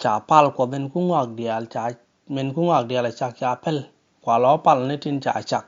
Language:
Nuer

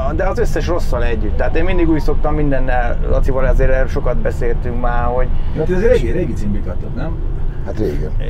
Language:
Hungarian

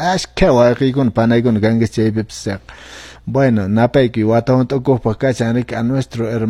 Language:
Quechua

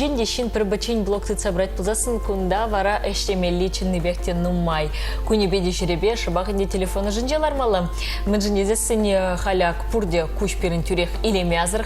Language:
Chuvash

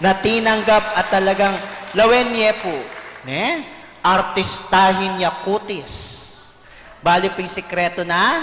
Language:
Pampanga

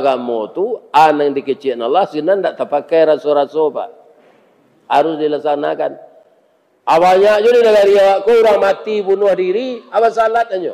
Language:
Minangkabau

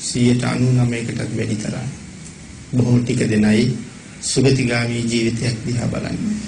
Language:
Sinhala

